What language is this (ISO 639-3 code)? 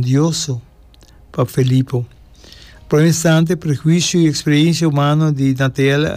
pap